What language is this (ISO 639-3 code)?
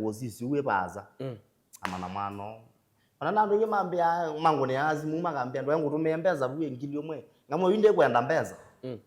kam